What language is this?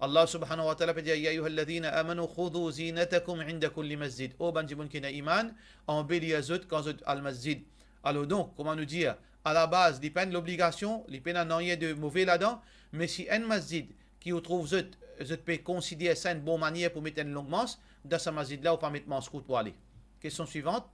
Morisyen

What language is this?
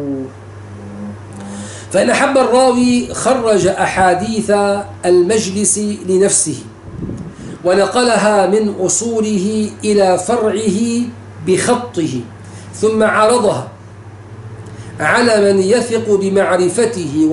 Arabic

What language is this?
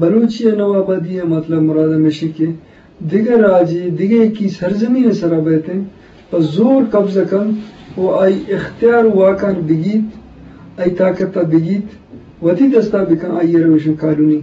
Eastern Balochi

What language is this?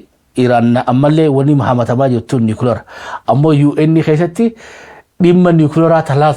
Oromo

